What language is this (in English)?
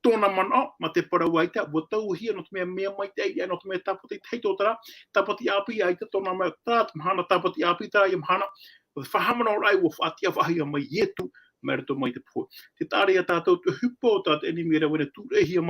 Tahitian